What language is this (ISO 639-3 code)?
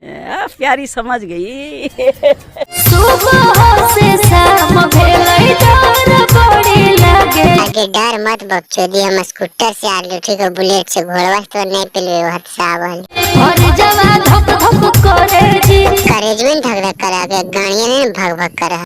mag